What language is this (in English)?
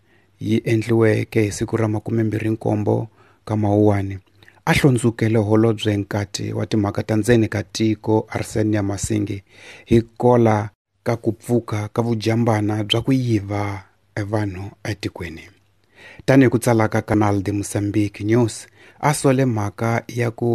Tsonga